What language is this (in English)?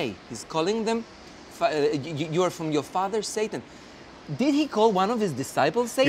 English